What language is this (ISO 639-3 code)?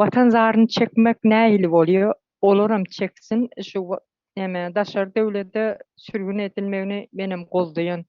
tuk